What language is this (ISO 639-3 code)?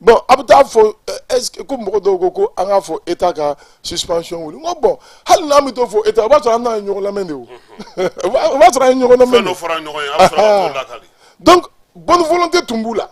bam